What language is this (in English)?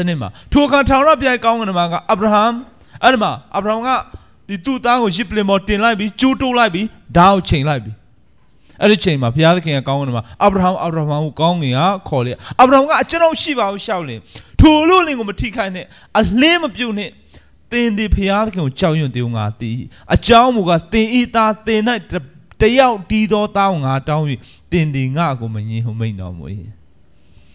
Burmese